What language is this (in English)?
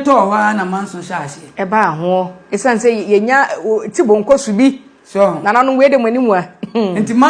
Akan